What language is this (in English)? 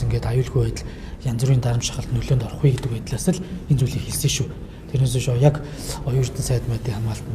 Mongolian